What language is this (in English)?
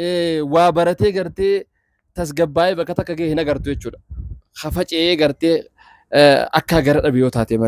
Oromo